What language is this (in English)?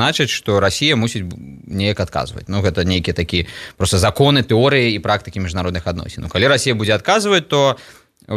Belarusian